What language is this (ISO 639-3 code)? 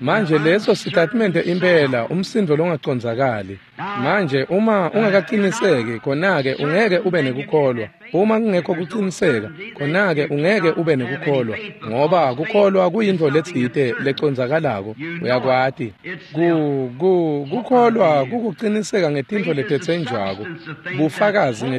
ssw